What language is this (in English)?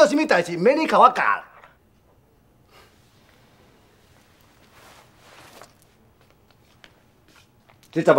Min Nan Chinese